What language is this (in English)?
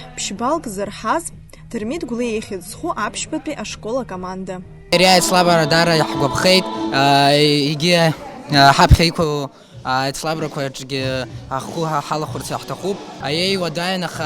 Abkhazian